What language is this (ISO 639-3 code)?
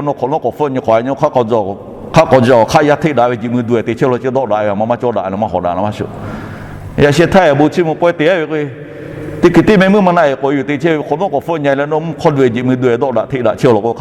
lhu